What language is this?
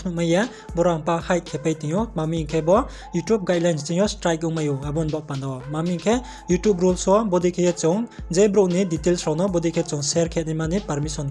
Riang (India)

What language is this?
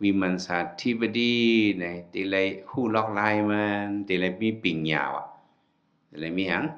Shan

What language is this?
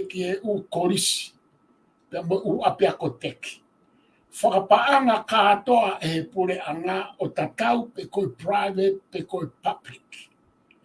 Tongan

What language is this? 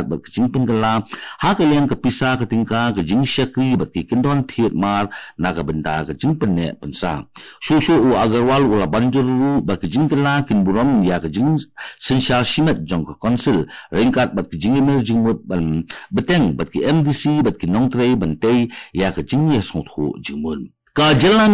Khasi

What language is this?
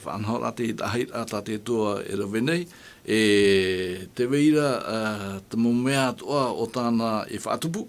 Tahitian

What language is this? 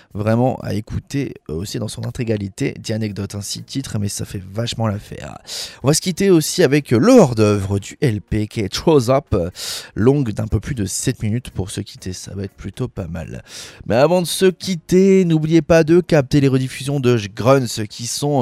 French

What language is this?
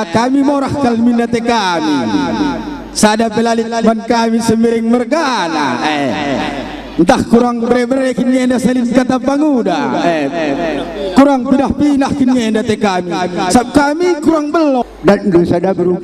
Batak Karo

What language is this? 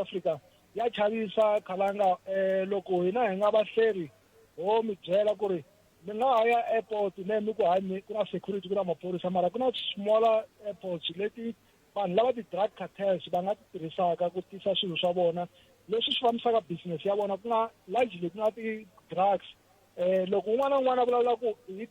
Tsonga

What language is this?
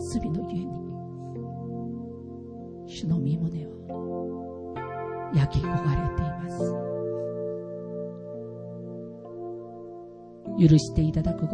Japanese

